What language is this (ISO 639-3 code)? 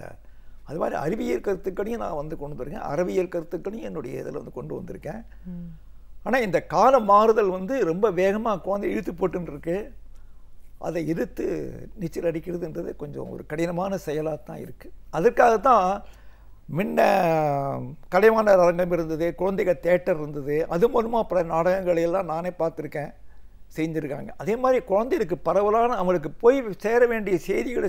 tam